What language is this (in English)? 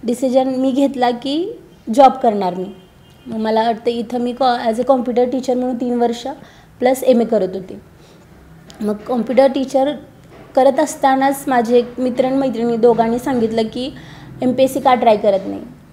Marathi